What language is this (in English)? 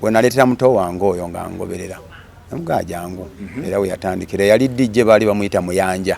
Ganda